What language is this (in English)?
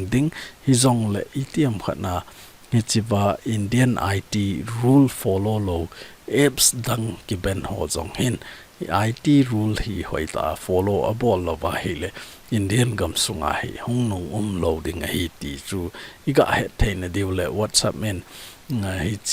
Thado Chin